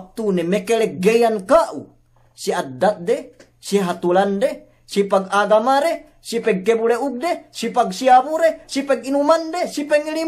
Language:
Yakan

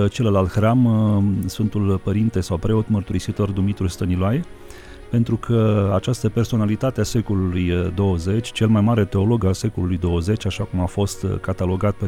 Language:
Romanian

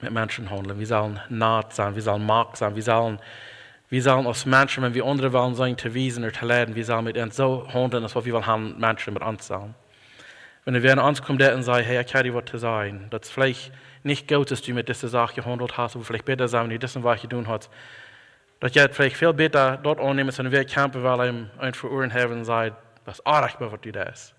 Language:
Plautdietsch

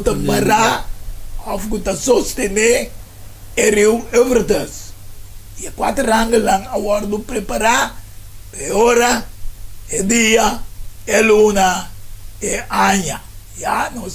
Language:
Papiamento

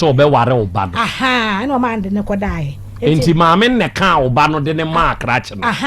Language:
Akan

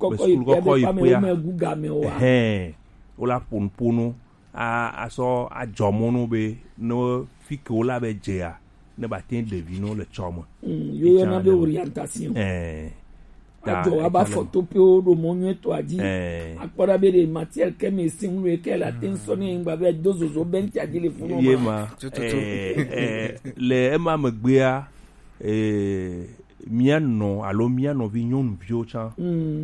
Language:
Gen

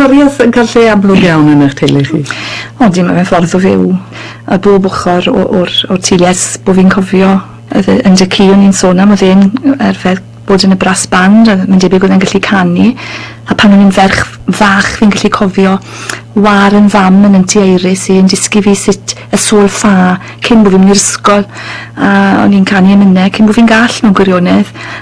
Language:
Welsh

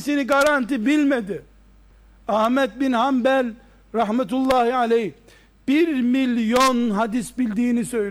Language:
Turkish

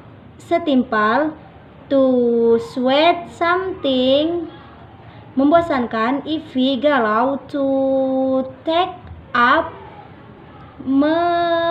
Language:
Indonesian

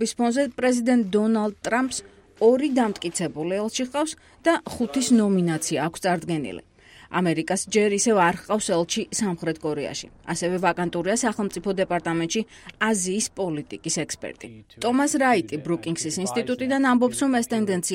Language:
Georgian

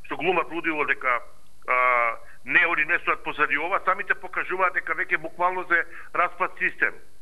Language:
Macedonian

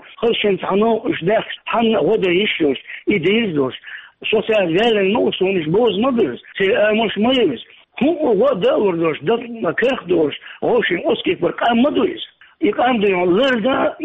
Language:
Chechen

